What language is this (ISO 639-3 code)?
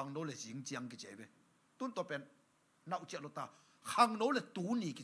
ctd